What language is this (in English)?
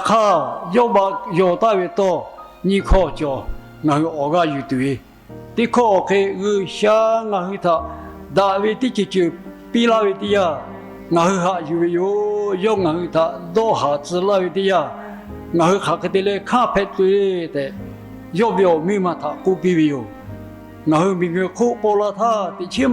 Lahu